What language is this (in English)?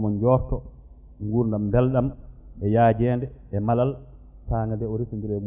Fula